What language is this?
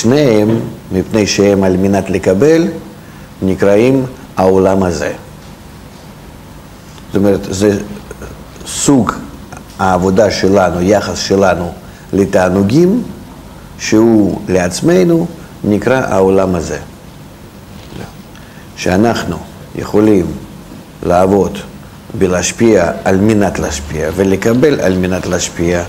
Hebrew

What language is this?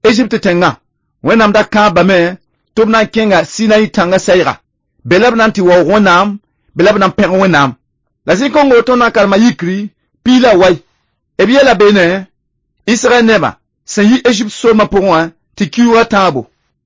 Mossi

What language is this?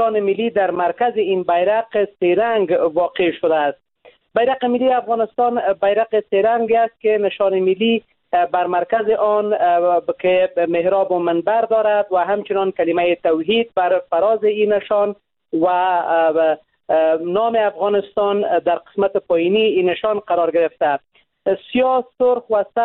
Persian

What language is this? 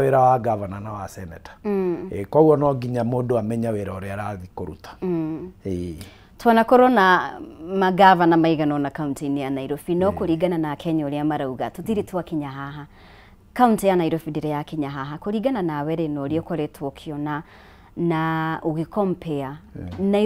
Kikuyu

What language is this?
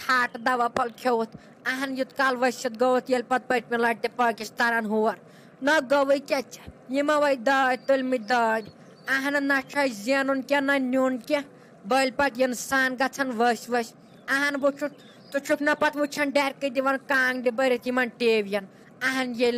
Kashmiri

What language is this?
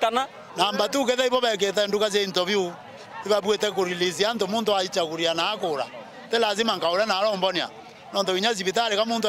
Meru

